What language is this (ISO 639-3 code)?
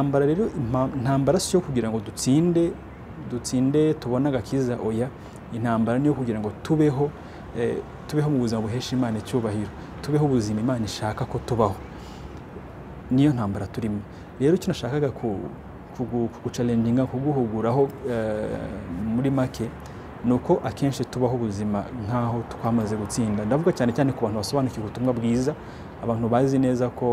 kin